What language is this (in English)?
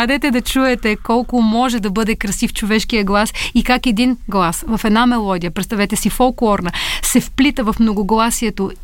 Bulgarian